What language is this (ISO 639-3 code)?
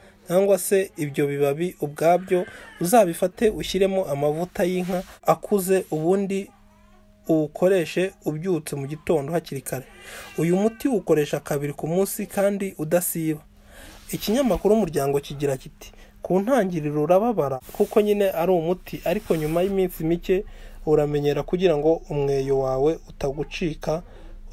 kin